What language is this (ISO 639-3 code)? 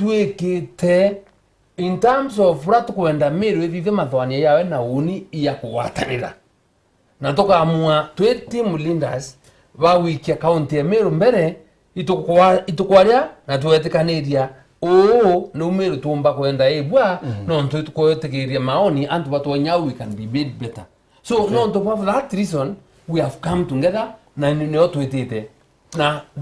mer